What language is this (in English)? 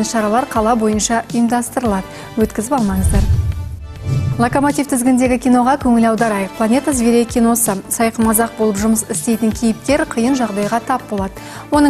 Kazakh